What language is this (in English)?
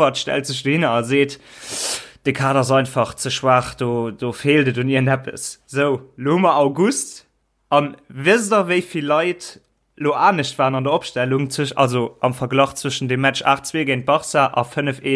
Luxembourgish